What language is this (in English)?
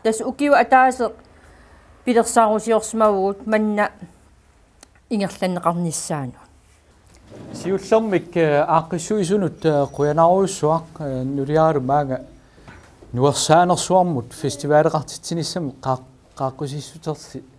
Kalaallisut